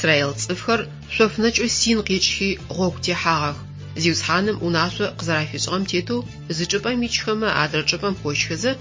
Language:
Adyghe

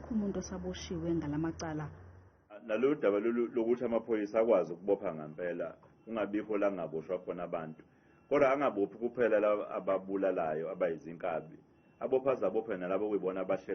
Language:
Zulu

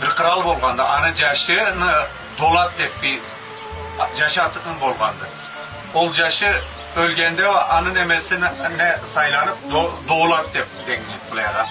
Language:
Karachay-Balkar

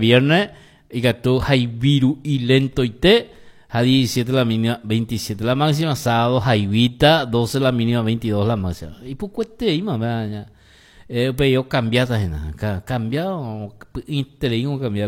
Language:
Guarani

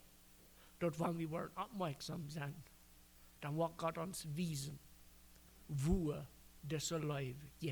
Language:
Plautdietsch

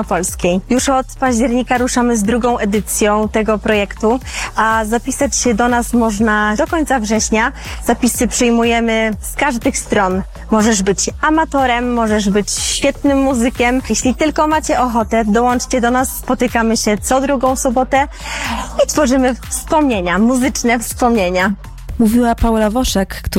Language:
Polish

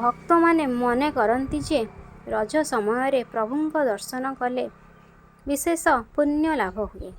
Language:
Odia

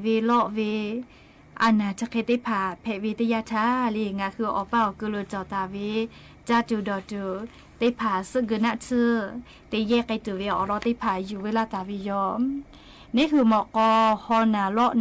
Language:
Lahu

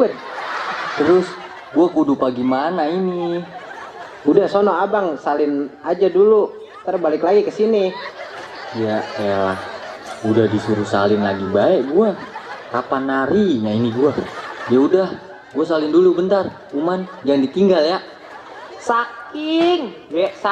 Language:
Betawi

